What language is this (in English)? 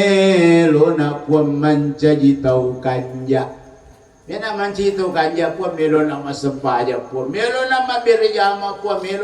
Buginese